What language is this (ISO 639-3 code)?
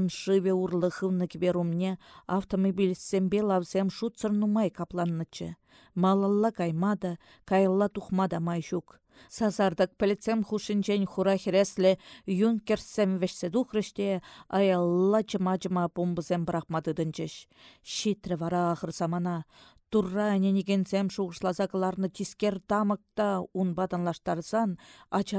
chv